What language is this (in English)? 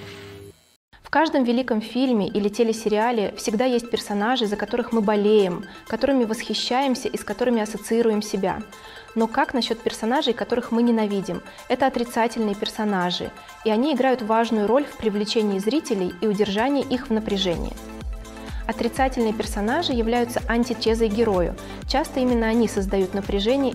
Russian